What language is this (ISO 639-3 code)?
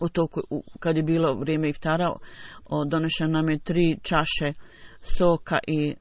bos